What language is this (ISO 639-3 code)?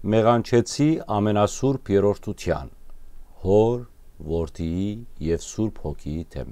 hyw